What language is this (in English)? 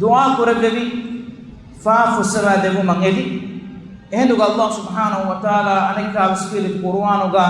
Divehi